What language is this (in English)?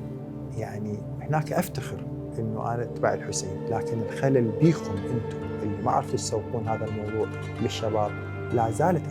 Mesopotamian Arabic